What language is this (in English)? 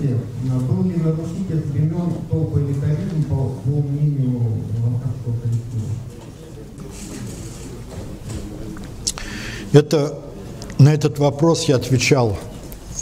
Russian